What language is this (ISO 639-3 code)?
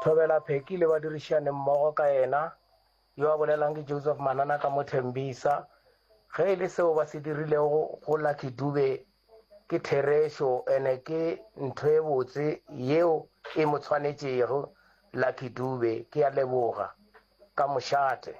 nso